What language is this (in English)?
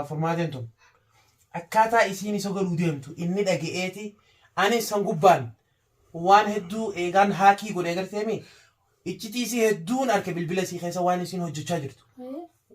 Oromo